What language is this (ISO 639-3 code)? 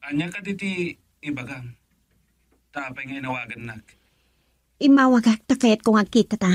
ilo